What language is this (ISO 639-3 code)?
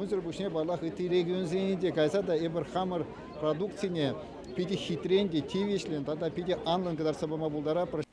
chv